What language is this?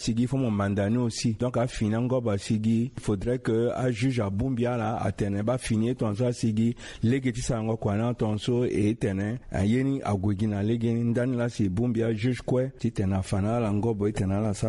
Sango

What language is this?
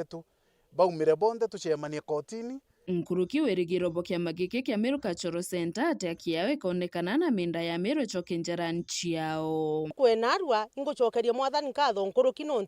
Meru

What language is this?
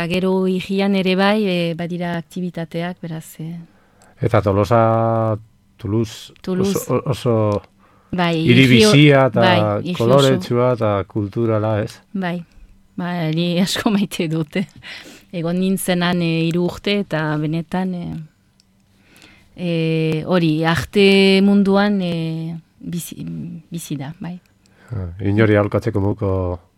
Basque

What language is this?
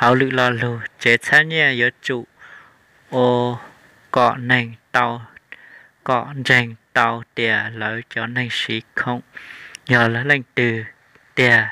Hmong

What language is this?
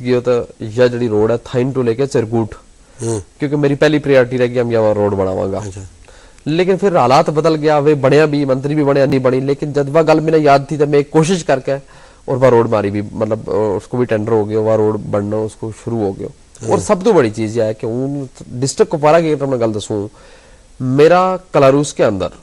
Gujari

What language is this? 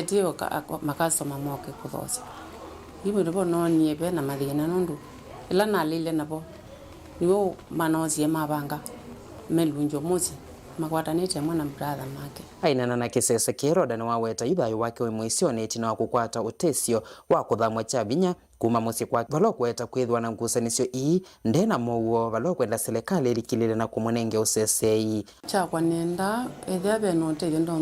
Kamba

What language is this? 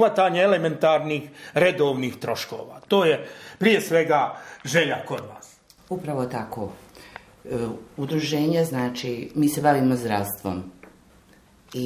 Bosnian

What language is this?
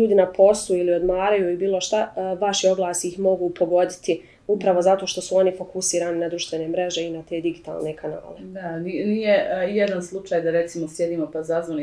Bosnian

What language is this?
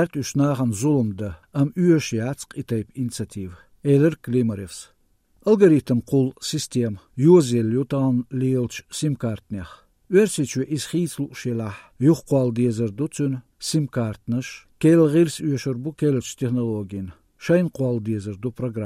Azerbaijani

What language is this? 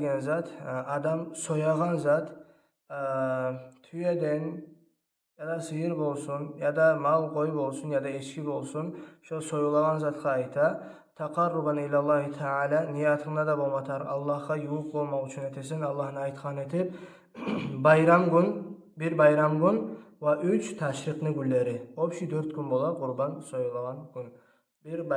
Kumyk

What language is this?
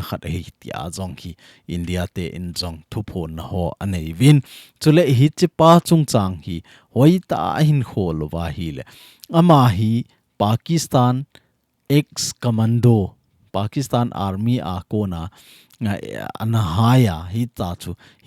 Thado Chin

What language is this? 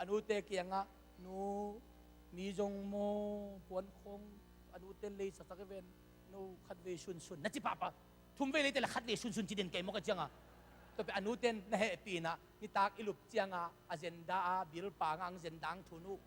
Tedim Chin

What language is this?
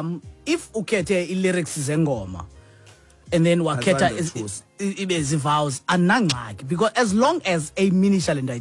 Xhosa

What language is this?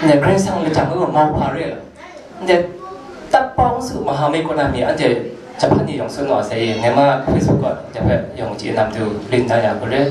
Kachin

